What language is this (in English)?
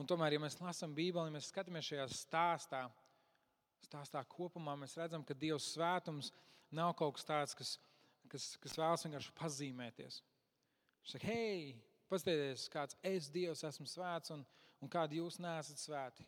Latvian